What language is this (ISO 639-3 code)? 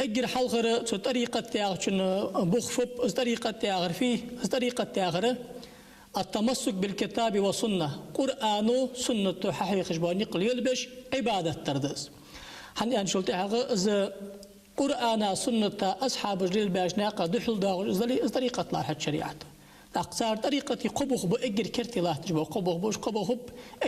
inh